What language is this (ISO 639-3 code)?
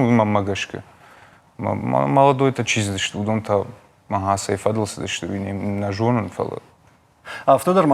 oss